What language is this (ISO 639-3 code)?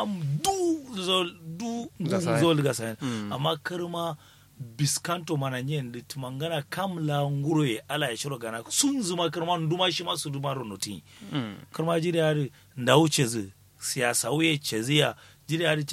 kau